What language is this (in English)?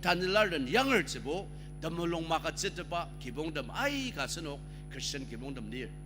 Ao Naga